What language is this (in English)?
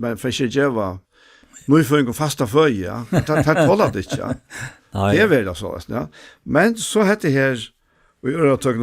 Faroese